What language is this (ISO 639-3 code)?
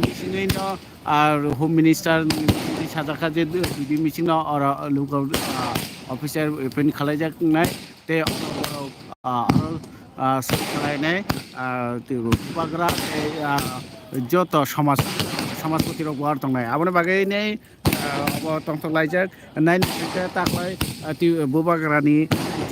trp